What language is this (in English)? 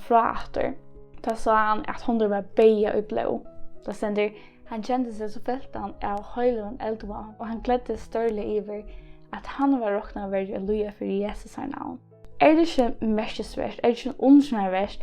Faroese